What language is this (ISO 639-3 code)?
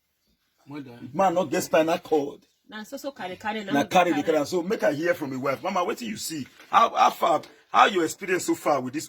pcm